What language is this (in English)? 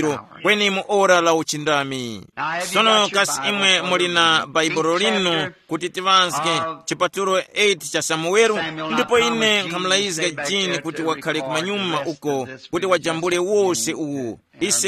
Tumbuka